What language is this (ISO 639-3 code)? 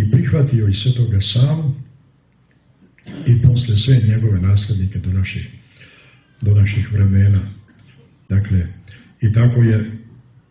srp